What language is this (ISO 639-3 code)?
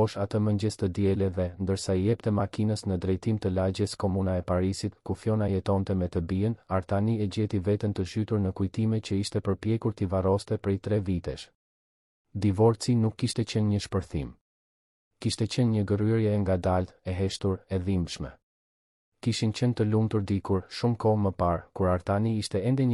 sqi